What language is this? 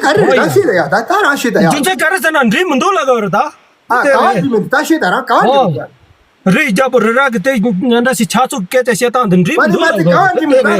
Tibetan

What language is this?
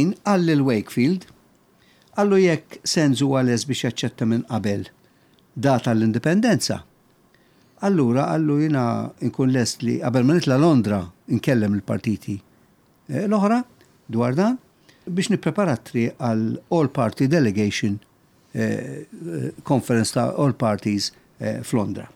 Maltese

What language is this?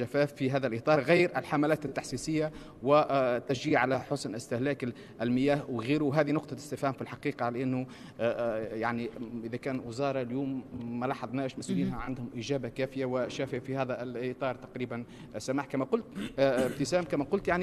Tunisian Arabic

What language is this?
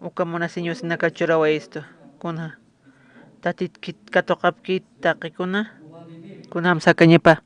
Aymara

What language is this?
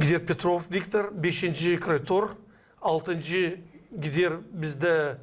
Gagauz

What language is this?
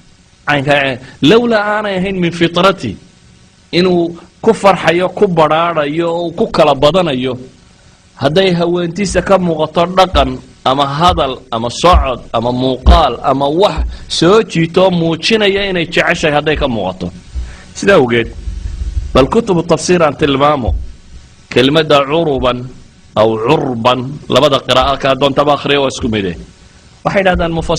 Somali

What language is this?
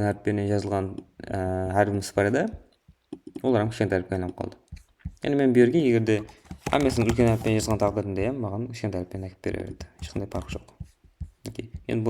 Kara-Kalpak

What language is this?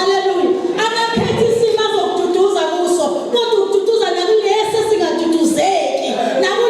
Zulu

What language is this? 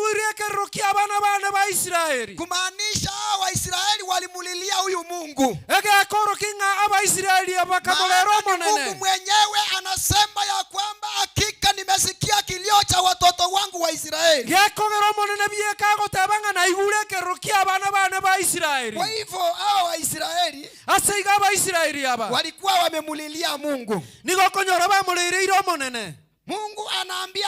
Gusii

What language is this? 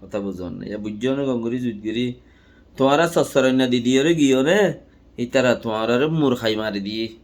Rohingya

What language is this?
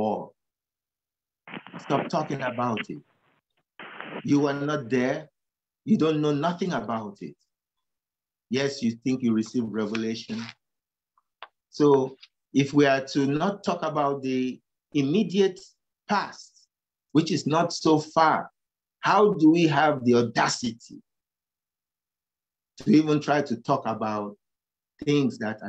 English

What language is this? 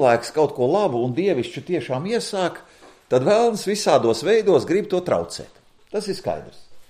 Latvian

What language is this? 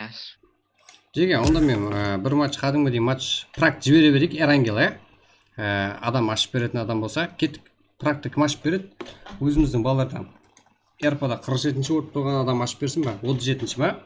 Kara-Kalpak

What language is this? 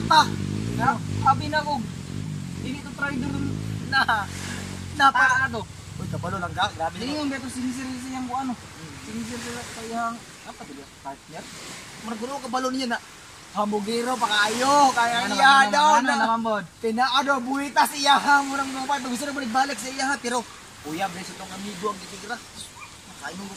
Cebuano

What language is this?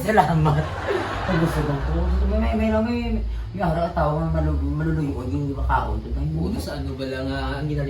Hiligaynon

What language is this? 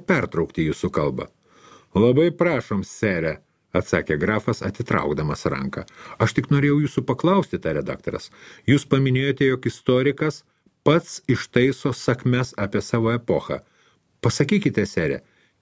Lithuanian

